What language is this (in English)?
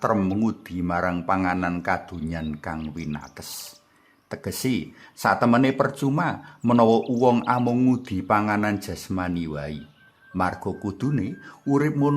Javanese